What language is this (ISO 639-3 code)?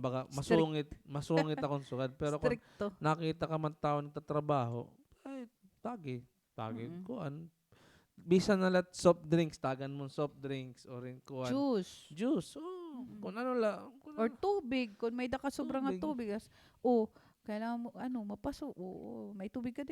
war